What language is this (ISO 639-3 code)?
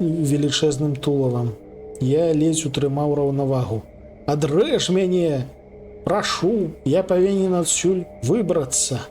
bel